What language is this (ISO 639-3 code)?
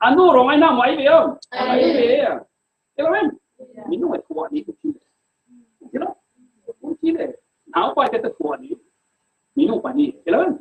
cfm